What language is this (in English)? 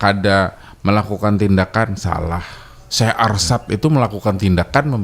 Banjar